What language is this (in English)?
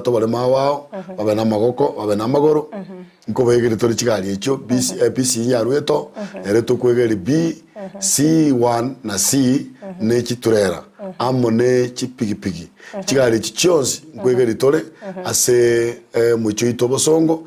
Gusii